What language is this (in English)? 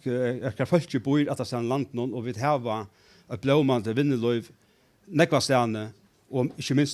Faroese